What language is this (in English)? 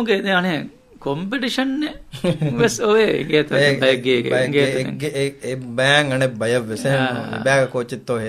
Divehi